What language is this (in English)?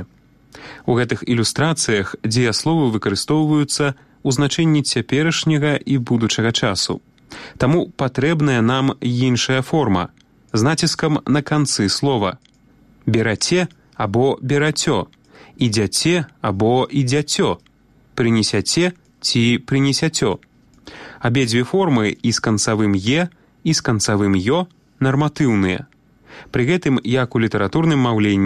Belarusian